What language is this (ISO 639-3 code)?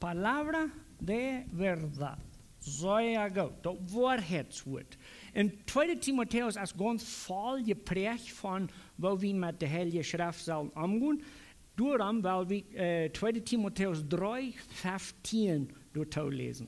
pdt